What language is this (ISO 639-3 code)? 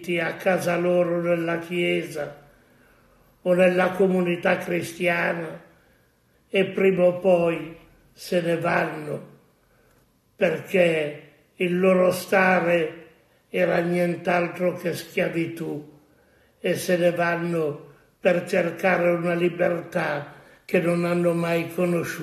ita